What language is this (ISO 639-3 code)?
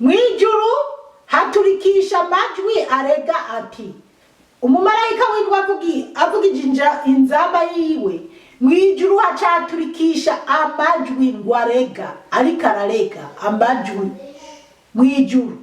run